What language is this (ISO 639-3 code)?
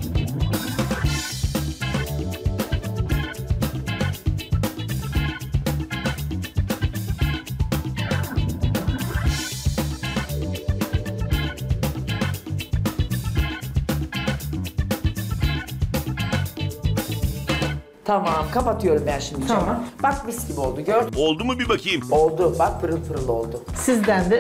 tur